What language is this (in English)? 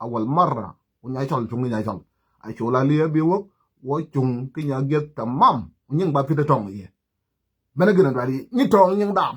Nuer